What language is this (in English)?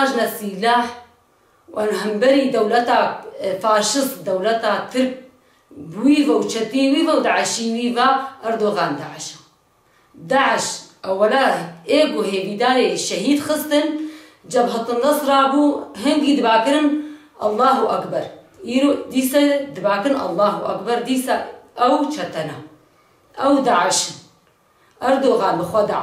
Kurdish